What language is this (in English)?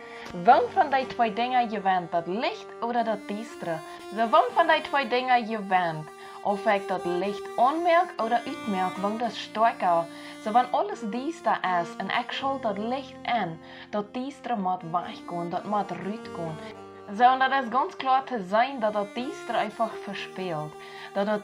Plautdietsch